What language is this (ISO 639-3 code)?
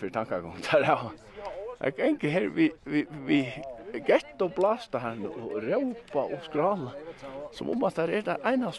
fao